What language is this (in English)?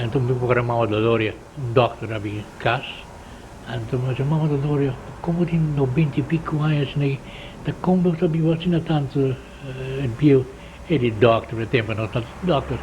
Papiamento